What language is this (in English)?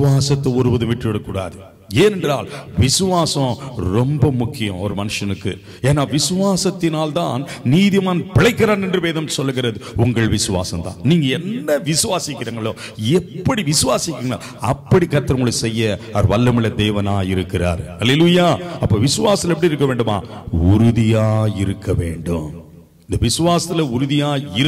Tamil